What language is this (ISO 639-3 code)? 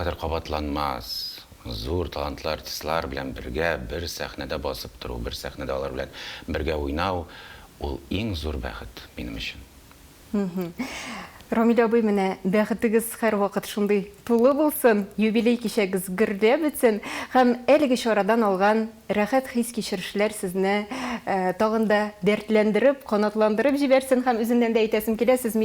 tat